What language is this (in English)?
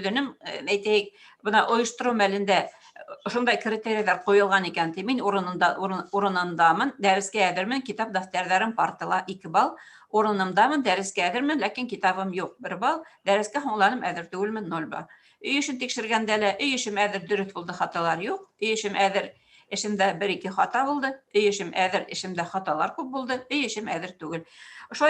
Bashkir